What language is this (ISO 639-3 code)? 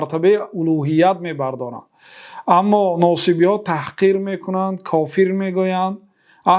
fas